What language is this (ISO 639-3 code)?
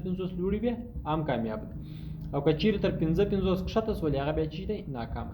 pus